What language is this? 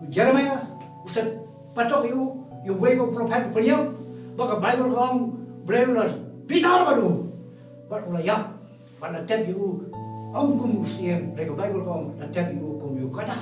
Khasi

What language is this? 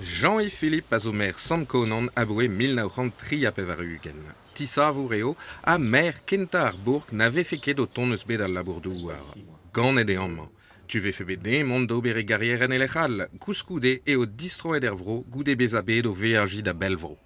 Breton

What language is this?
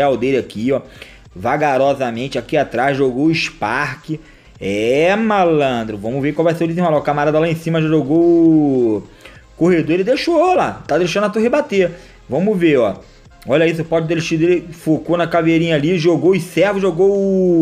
Portuguese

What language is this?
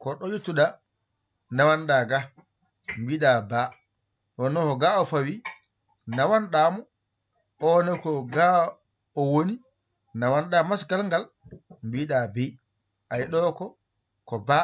Fula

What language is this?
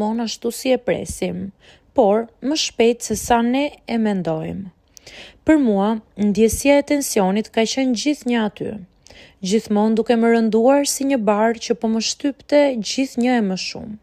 Albanian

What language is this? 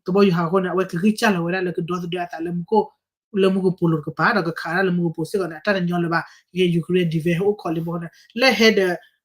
S'gaw Karen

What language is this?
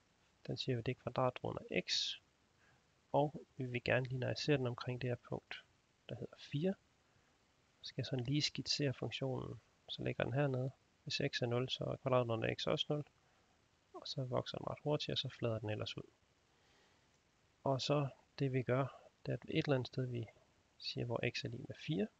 Danish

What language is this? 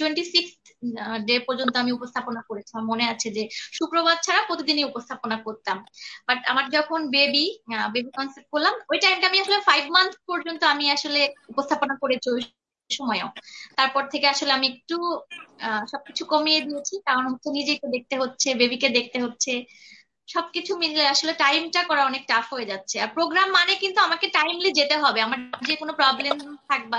Bangla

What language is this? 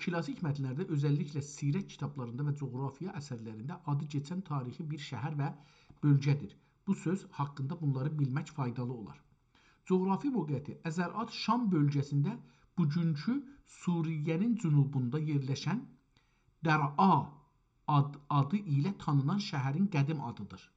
South Azerbaijani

